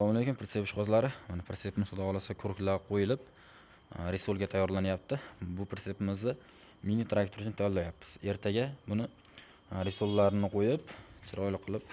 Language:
Uzbek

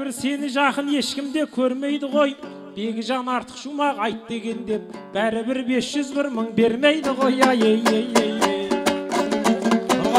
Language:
Kazakh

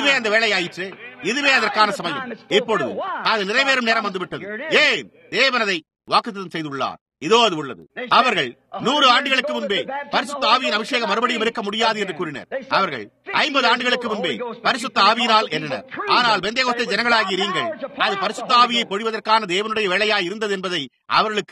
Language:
Tamil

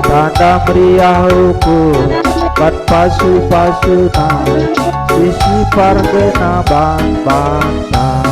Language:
Batak Karo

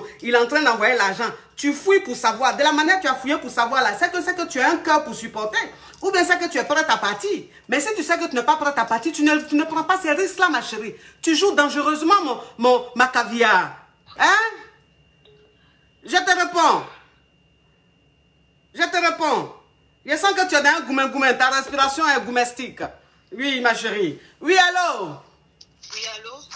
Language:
French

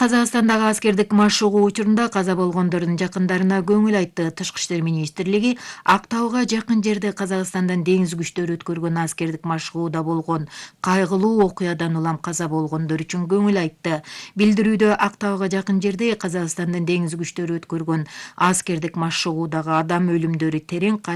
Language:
Kyrgyz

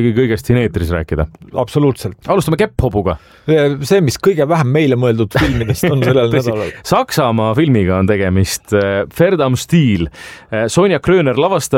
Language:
Estonian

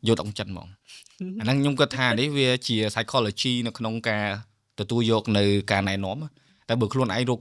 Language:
Khmer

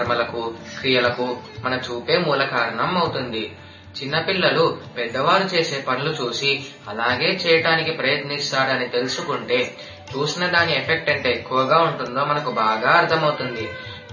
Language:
Telugu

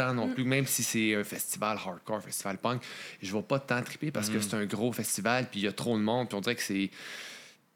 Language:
French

